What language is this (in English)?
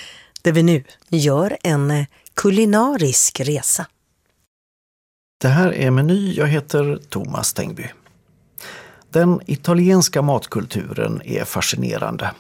Swedish